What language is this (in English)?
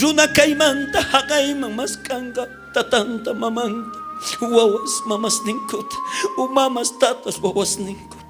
South Bolivian Quechua